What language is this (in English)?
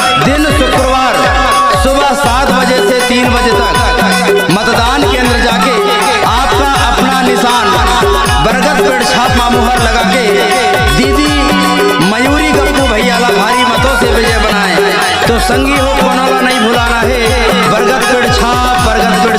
Chhattisgarhi